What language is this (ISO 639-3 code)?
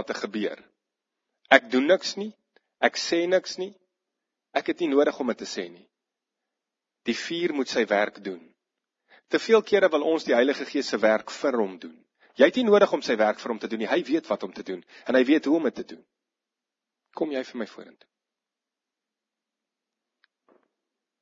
afr